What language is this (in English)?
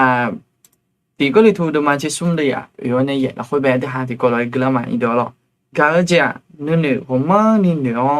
Akha